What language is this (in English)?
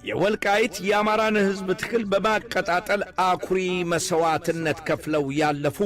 Amharic